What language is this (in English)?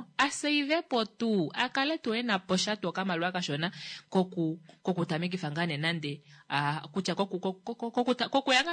Kuanyama